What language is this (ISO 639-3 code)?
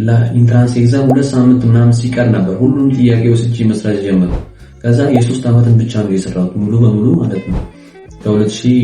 amh